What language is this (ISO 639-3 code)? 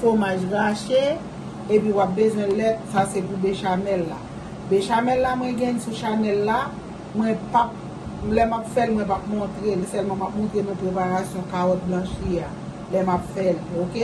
hat